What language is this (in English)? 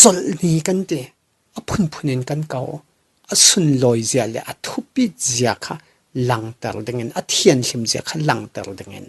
Falam Chin